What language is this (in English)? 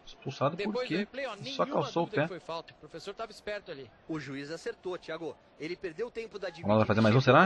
Portuguese